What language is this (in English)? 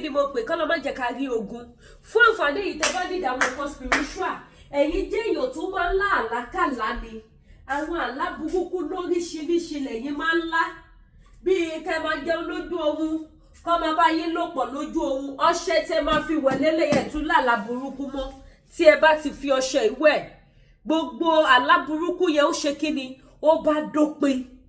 Yoruba